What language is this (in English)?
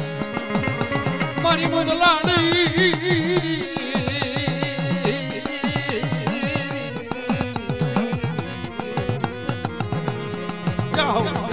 Gujarati